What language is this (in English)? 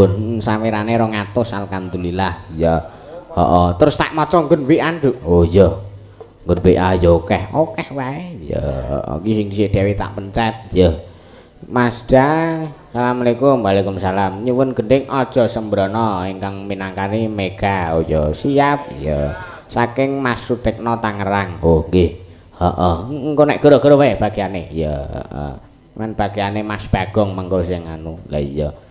Javanese